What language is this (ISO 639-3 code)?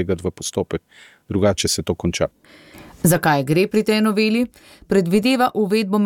slv